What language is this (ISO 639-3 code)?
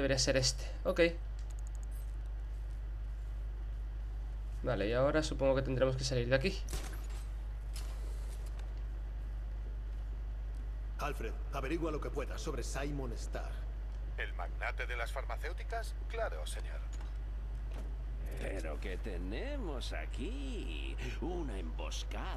spa